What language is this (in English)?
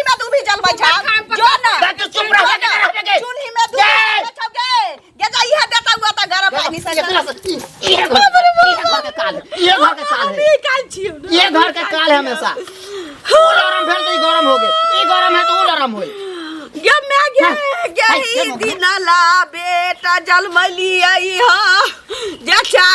Maithili